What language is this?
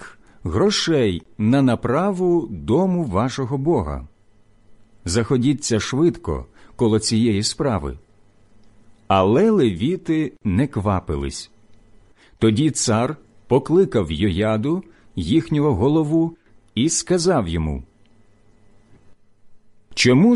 Ukrainian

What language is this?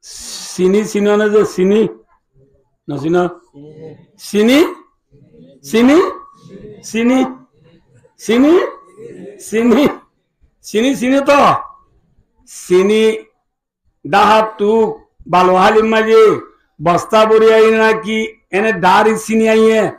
Rohingya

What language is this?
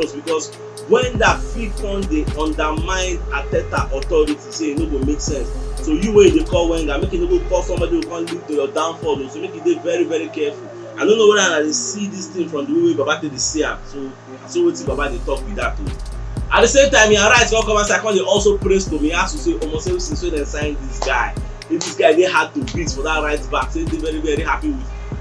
Nigerian Pidgin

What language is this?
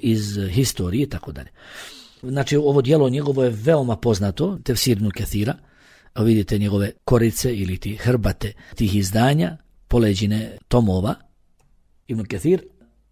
Bosnian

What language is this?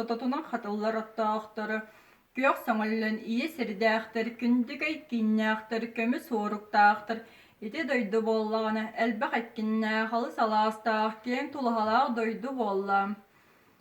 Yakut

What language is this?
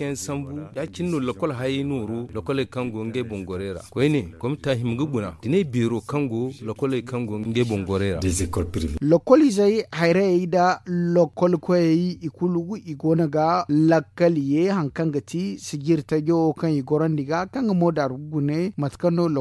Zarma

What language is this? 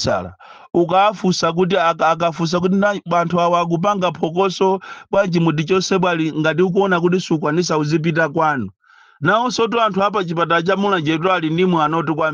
Nyanja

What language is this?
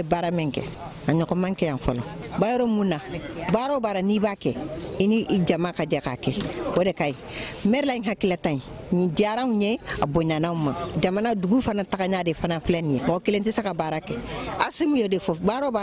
Bambara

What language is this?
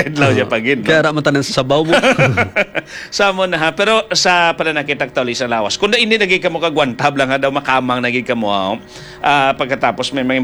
Hiligaynon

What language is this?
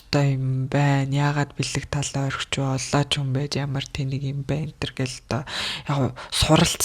Mongolian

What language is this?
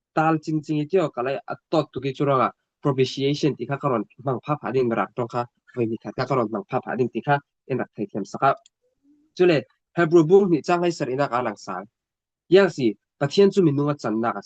Falam Chin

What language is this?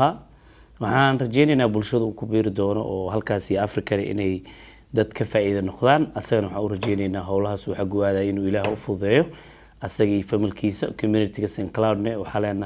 Somali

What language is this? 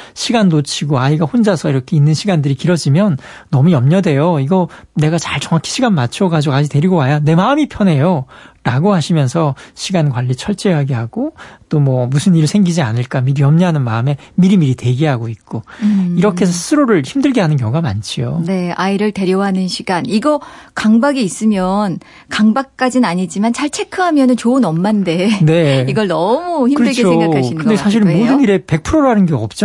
Korean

